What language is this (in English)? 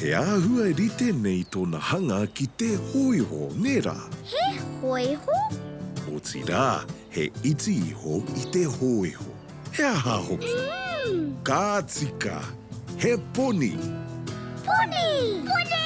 Māori